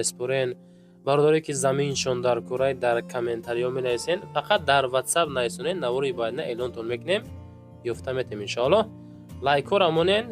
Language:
Tajik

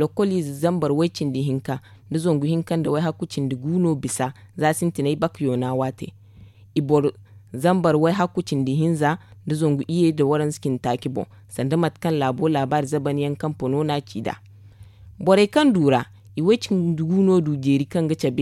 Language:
Zarma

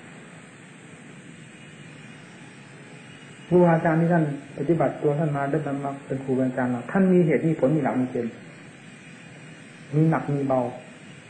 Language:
Thai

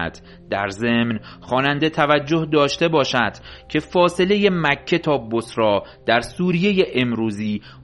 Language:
Persian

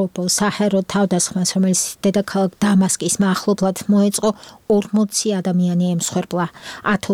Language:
Georgian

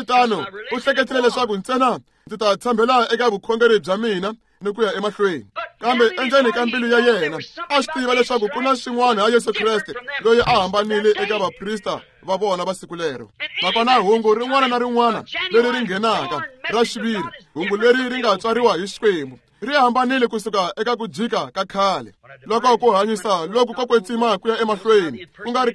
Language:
Tsonga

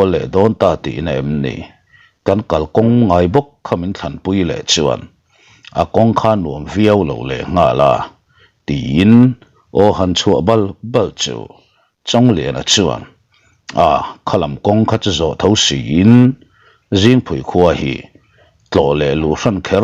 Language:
Mizo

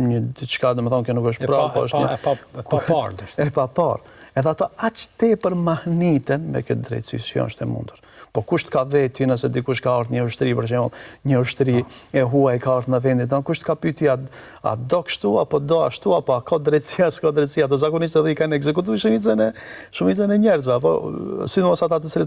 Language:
Albanian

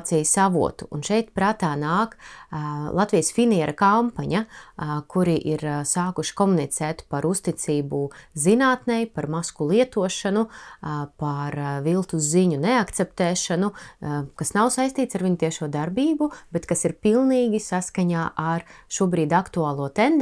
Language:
Latvian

